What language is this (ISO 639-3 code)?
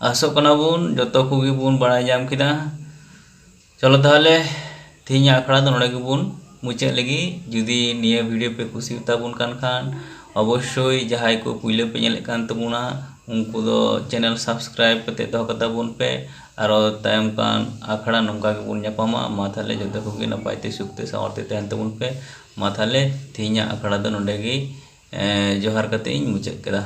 sat